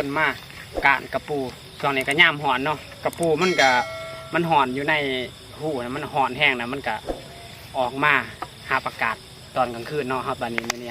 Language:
Northeastern Thai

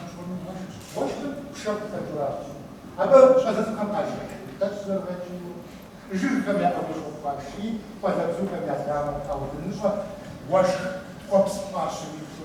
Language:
Kabardian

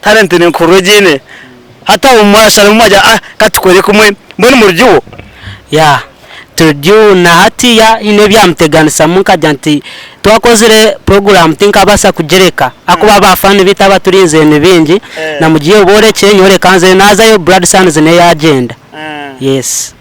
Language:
Nyankole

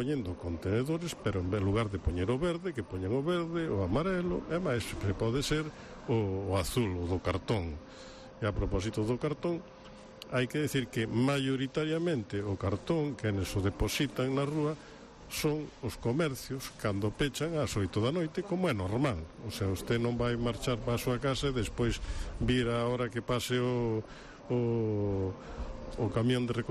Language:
Galician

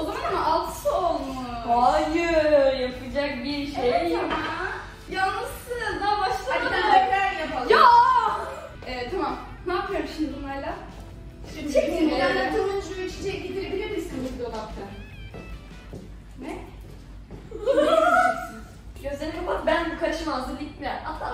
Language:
Turkish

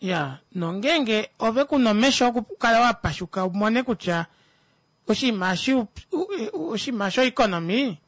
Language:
Kuanyama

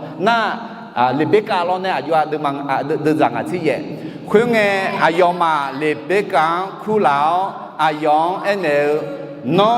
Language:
Akha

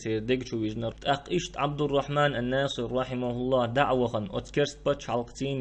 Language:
Chechen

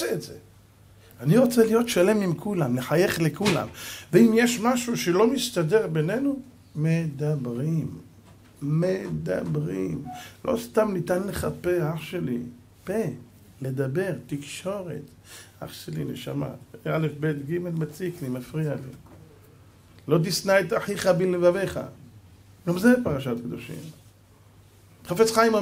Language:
Hebrew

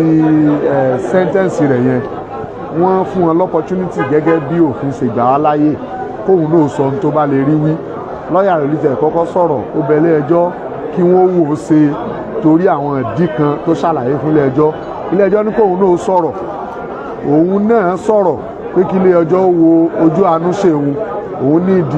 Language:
Yoruba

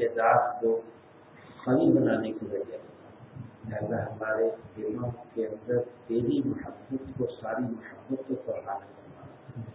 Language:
Urdu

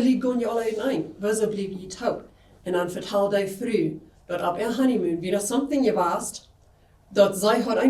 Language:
Plautdietsch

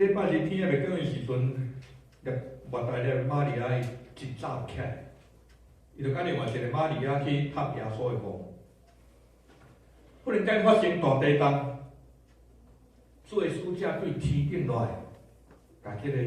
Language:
Min Nan Chinese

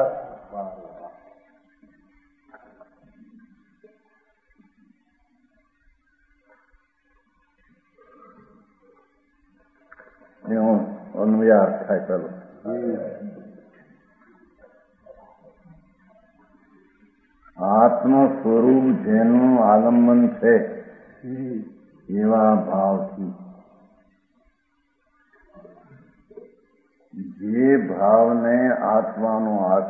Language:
Gujarati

